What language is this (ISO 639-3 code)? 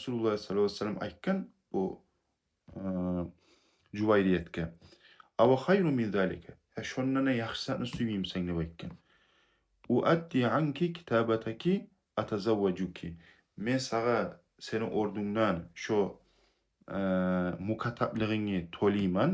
kum